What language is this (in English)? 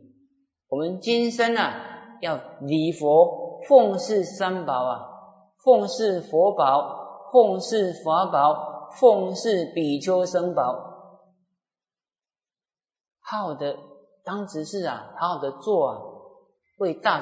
Chinese